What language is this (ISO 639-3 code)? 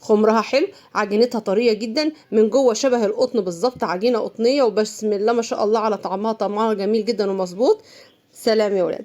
arz